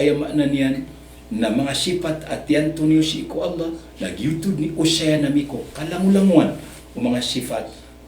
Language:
Maranao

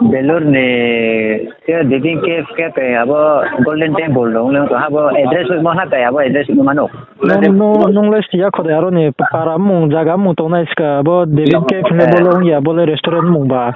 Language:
Riang (India)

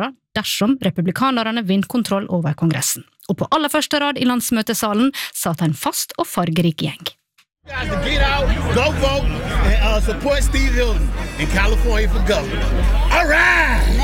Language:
Norwegian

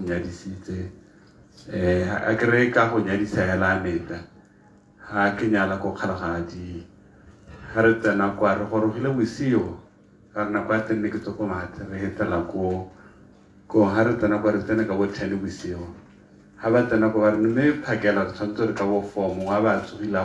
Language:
Tswana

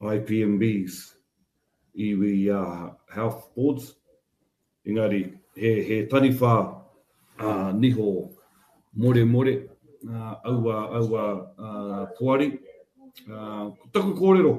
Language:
Māori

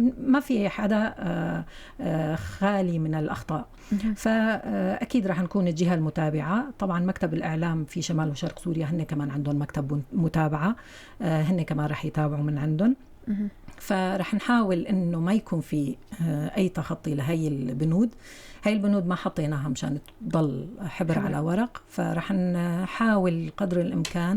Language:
North Levantine Arabic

